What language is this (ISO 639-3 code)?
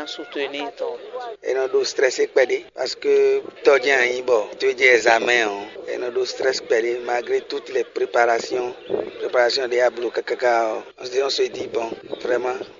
fon